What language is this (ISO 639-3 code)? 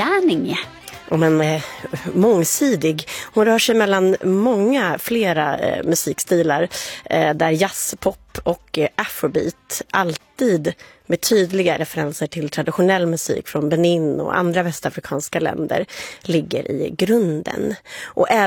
swe